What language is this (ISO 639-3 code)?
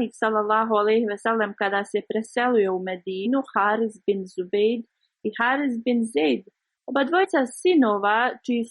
bos